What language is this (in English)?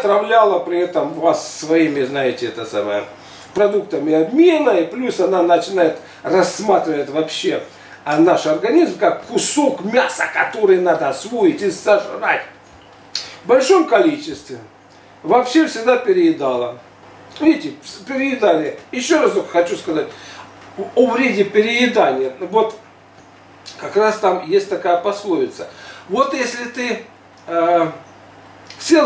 Russian